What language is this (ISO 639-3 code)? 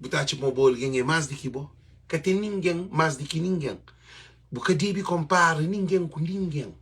kea